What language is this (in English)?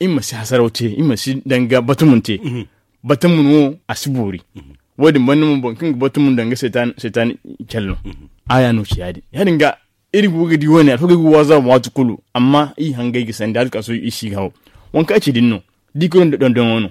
Zarma